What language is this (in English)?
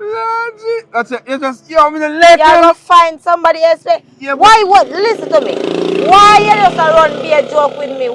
Jamaican Creole English